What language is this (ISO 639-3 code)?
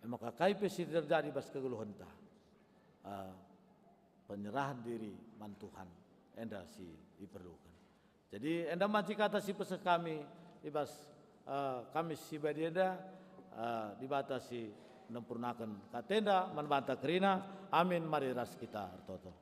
btx